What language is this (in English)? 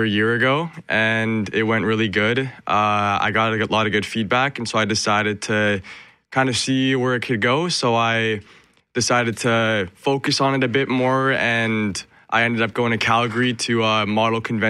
English